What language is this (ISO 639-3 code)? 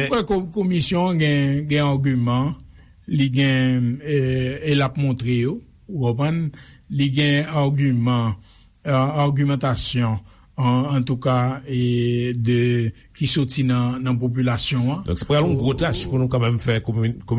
hat